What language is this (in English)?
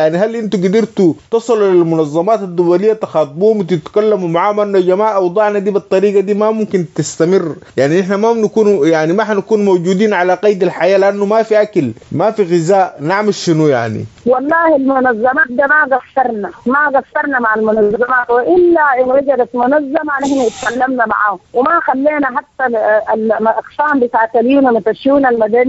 Sudanese Arabic